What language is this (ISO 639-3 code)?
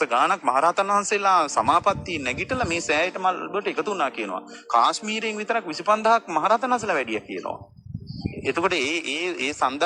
sin